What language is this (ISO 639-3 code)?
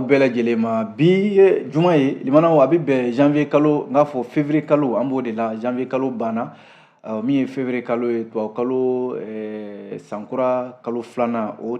bam